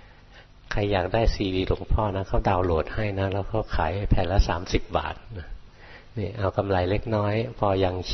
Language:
Thai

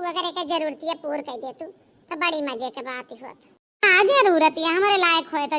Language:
Awadhi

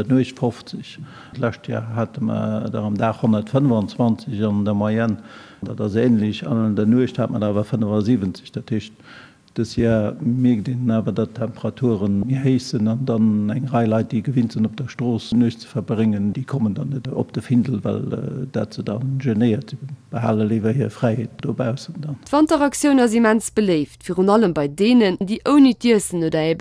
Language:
Luxembourgish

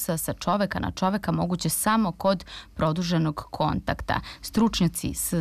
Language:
Serbian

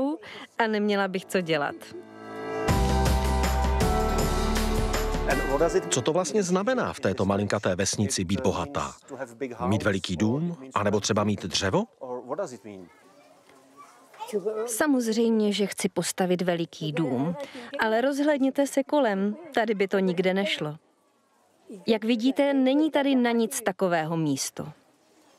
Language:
Czech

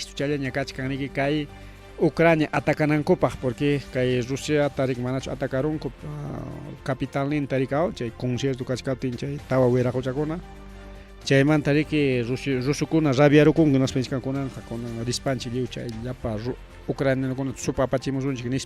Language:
Ayacucho Quechua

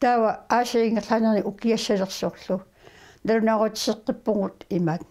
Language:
Kalaallisut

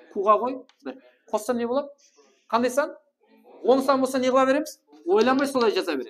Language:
Kara-Kalpak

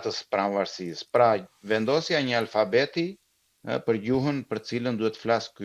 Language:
Albanian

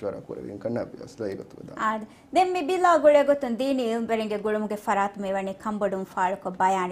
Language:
Divehi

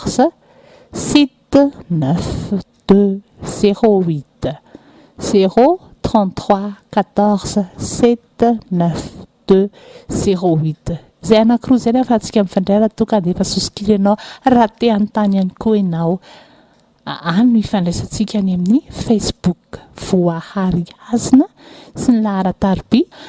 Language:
Malagasy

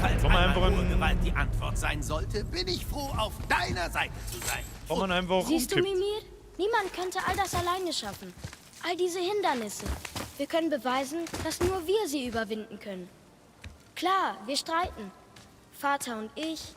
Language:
Bavarian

